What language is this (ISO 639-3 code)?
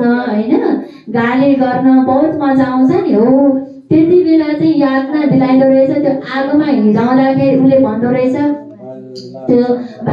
nep